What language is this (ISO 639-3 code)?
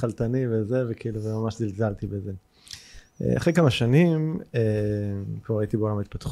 heb